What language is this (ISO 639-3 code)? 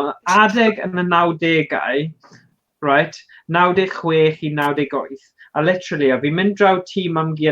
cym